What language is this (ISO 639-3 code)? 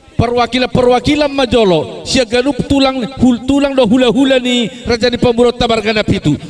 bbc